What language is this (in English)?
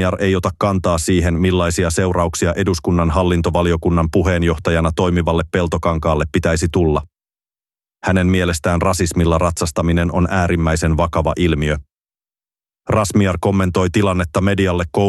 Finnish